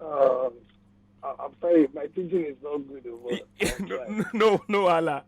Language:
Nigerian Pidgin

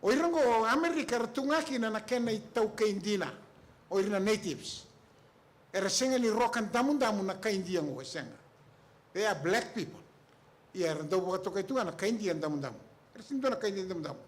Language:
Fijian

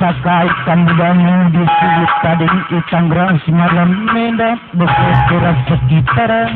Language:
Batak Karo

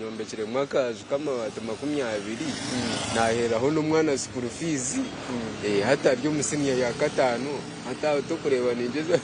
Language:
Nyankole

